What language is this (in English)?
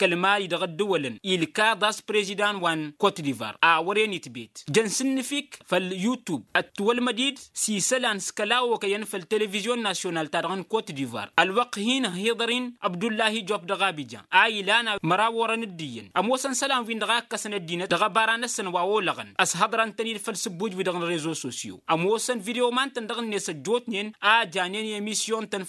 Tamasheq